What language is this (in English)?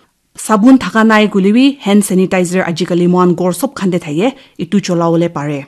Naga Pidgin